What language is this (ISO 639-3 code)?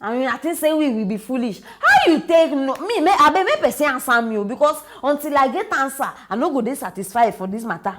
pcm